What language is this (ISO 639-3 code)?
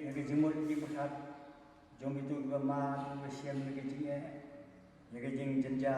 kha